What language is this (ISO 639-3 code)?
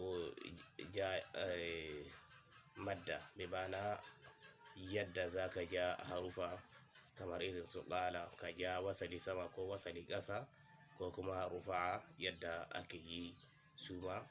hau